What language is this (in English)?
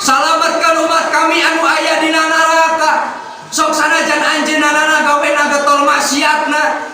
Sundanese